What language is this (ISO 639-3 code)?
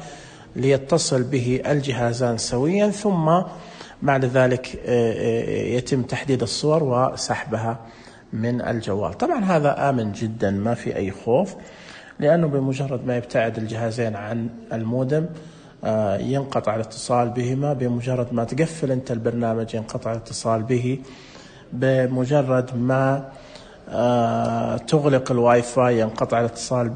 ars